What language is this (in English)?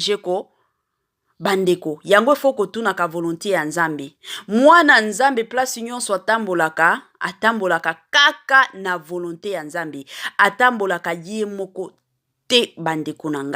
Lingala